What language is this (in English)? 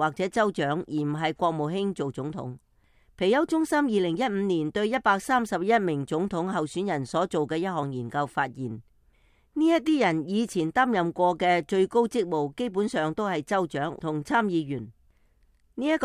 Cantonese